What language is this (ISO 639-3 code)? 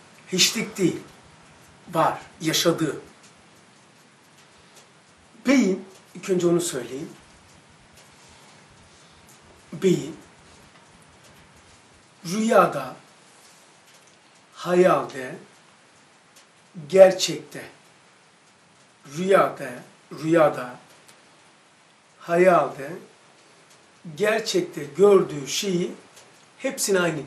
tur